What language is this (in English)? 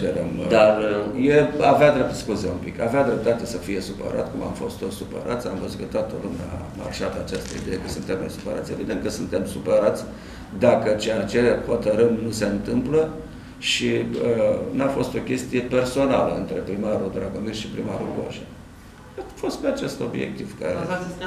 Romanian